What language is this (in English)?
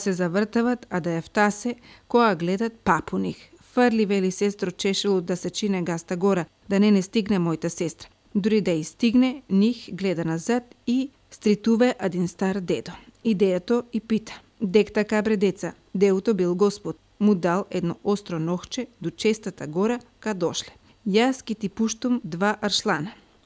Macedonian